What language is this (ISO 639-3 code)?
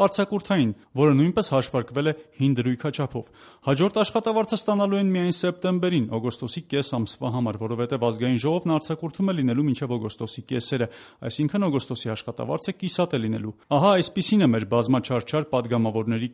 hye